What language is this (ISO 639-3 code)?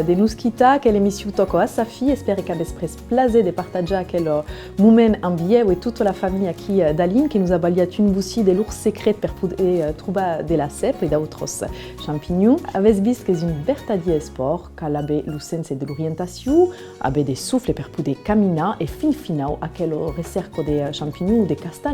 oci